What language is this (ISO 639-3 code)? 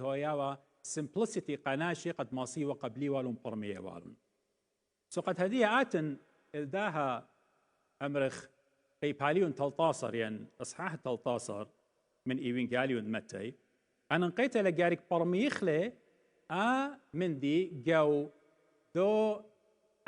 aii